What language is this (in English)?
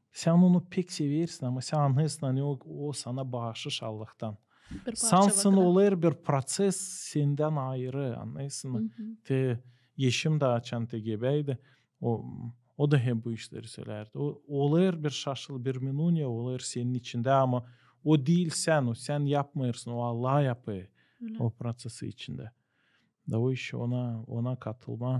Gagauz